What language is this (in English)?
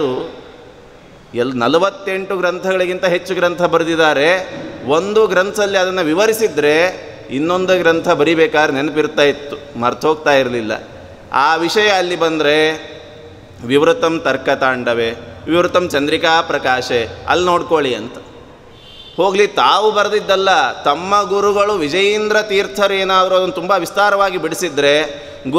Kannada